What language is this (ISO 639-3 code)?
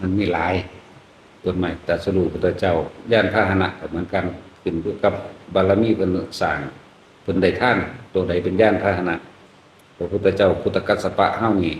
tts